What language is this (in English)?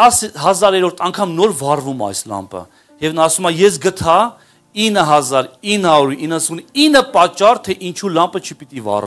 Armenian